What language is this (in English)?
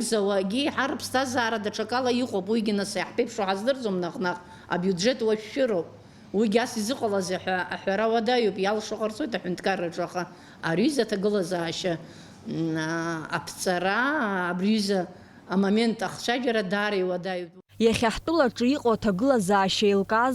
Abkhazian